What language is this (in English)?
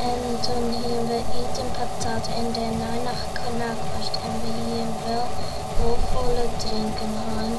Western Frisian